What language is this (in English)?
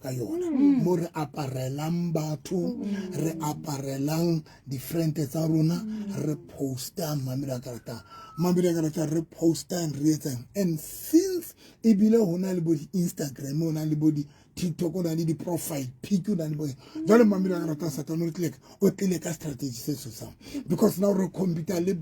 Southern Sotho